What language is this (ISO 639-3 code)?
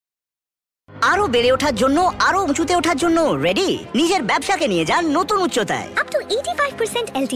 ben